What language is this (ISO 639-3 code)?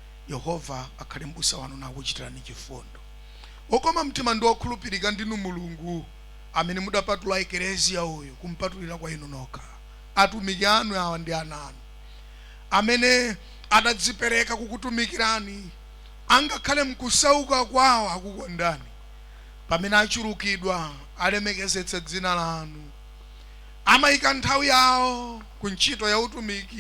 nya